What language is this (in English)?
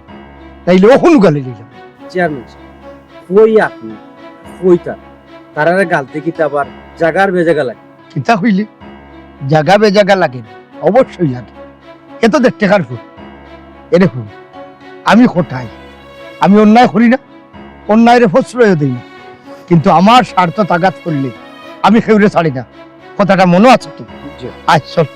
Sylheti